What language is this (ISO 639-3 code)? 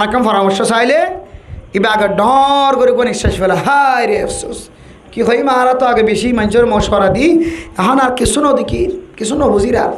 rhg